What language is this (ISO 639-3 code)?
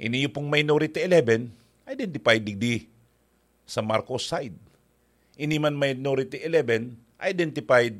bik